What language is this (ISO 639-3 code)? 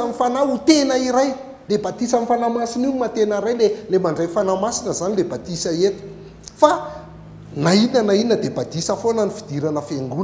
mlg